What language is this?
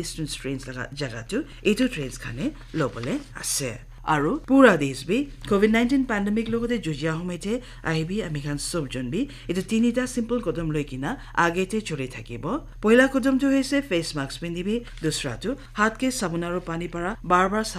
Naga Pidgin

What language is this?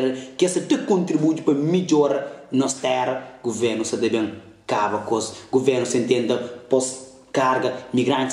Kabuverdianu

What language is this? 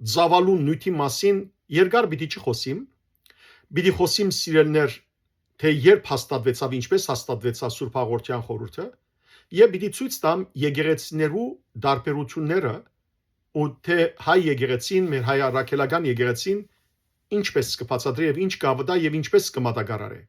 Western Armenian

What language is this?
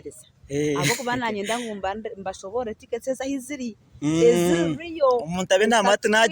Nyankole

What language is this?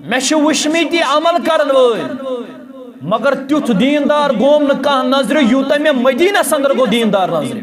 Kashmiri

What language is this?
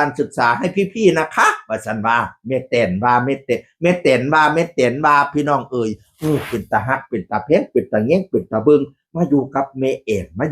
Northeastern Thai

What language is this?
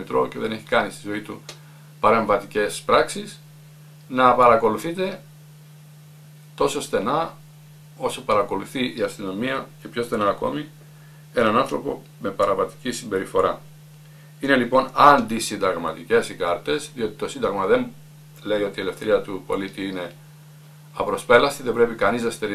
Greek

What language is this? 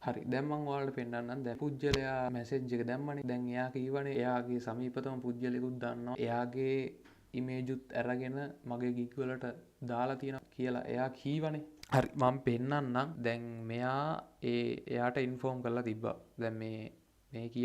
Sinhala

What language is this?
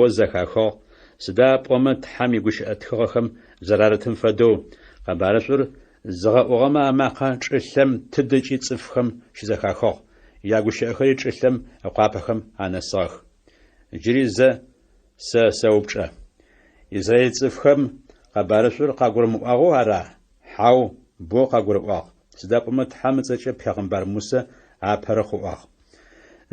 Adyghe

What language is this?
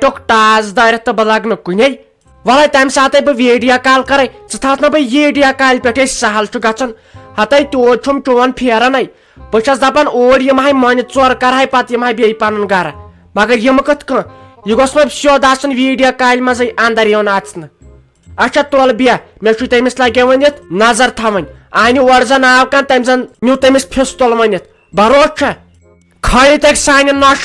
Kashmiri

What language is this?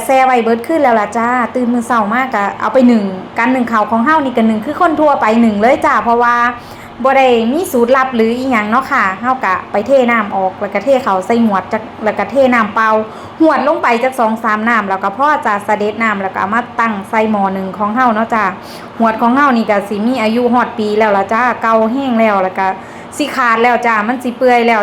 Northeastern Thai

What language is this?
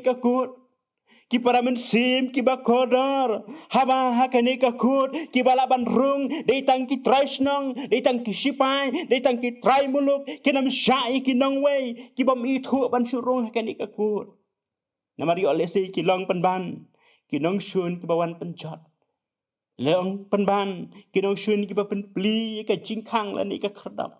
Khasi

